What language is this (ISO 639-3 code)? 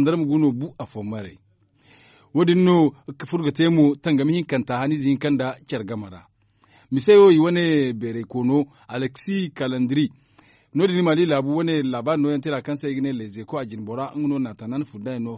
dje